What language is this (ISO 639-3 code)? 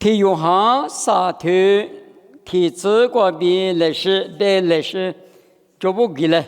lis